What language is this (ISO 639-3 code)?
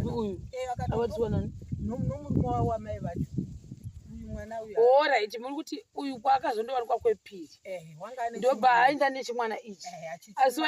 sna